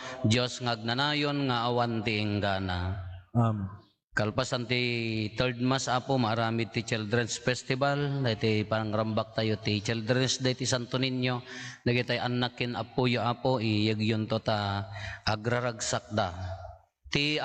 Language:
Iloko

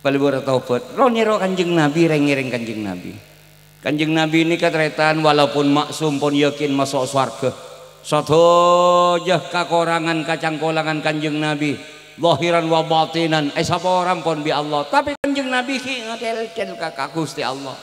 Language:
Madurese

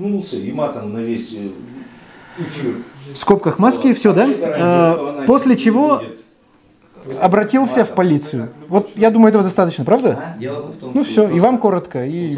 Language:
Russian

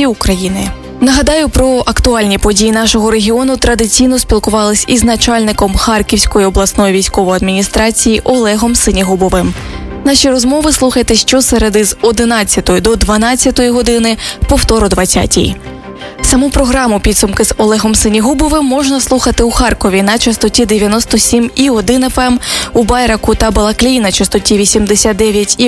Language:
Ukrainian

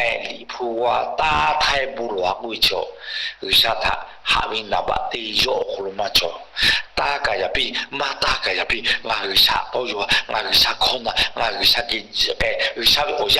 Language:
Lahu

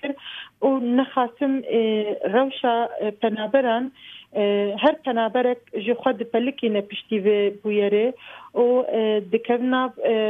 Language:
Kurdish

